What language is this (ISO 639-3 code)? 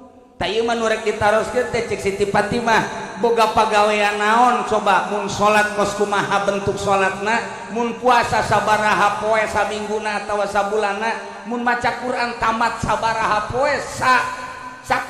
sun